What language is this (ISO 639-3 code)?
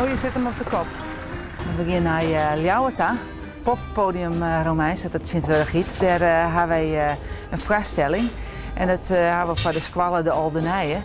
fry